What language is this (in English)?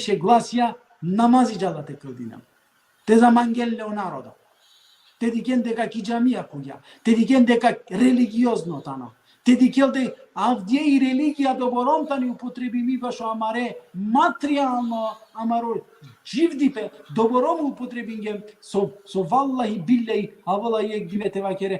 Balkan Romani